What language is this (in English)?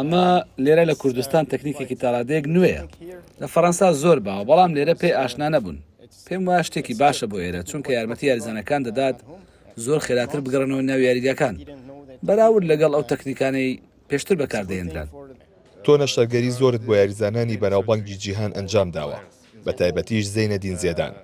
Central Kurdish